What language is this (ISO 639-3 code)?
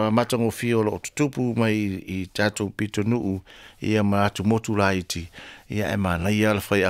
smo